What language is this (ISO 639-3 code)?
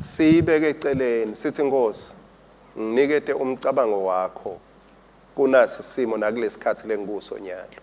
ssw